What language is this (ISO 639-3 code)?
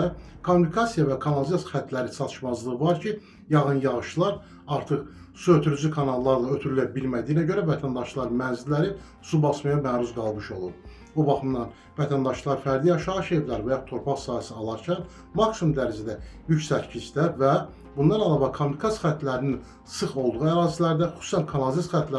aze